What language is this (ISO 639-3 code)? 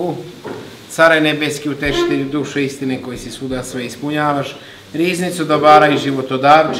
srp